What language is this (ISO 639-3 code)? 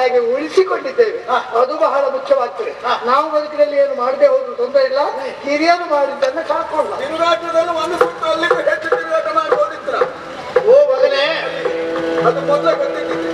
kan